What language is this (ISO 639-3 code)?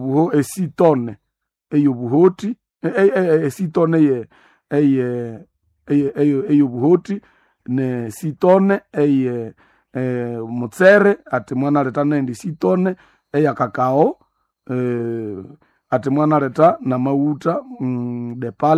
nnb